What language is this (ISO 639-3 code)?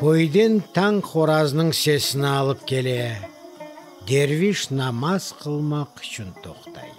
crh